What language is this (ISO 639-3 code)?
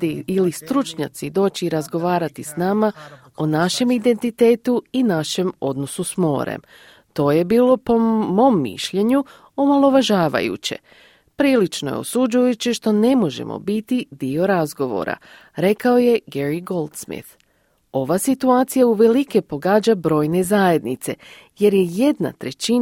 hrv